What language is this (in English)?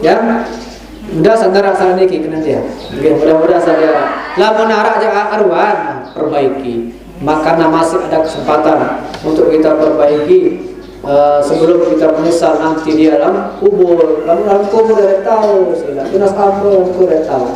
Sasak